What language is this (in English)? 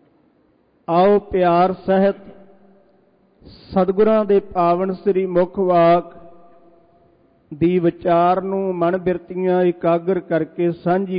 Punjabi